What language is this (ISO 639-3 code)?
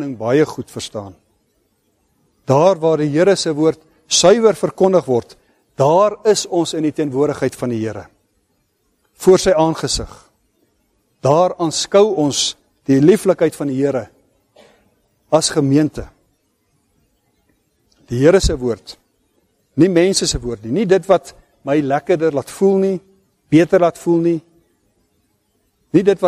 afr